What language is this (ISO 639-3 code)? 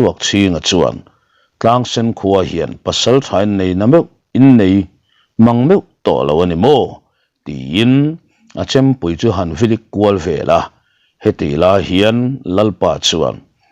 lus